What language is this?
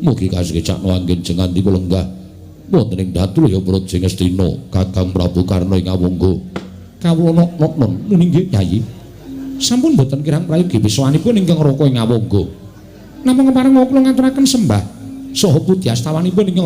Javanese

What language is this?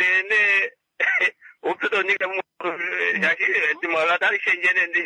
Kuanyama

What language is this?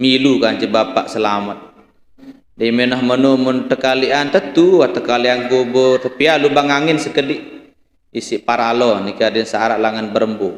Sasak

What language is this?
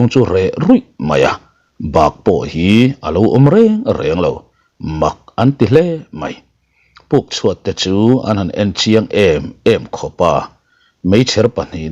Mizo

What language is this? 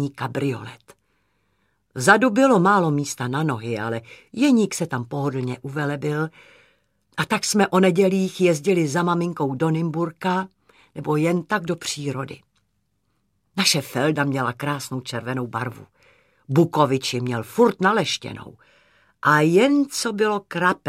Czech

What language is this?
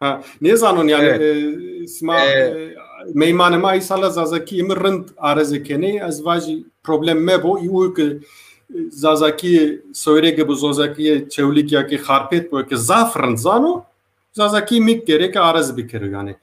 Zaza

